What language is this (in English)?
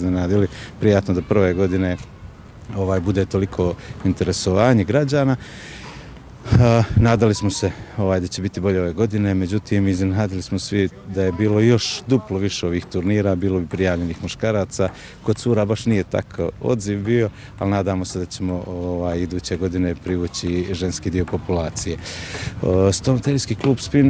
Bosnian